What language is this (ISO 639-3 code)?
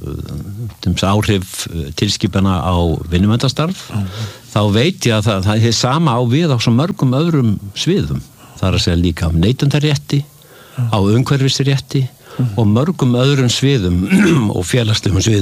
isl